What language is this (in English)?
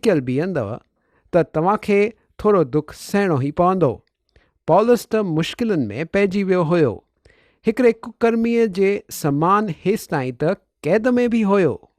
Sindhi